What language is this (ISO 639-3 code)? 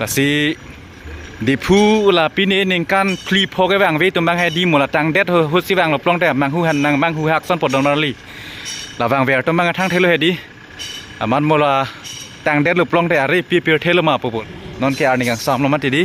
mjw